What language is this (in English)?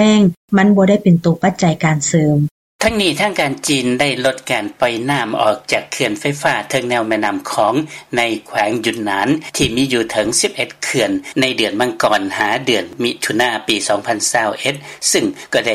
Lao